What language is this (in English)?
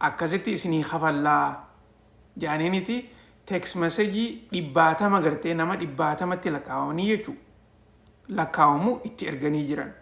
Oromo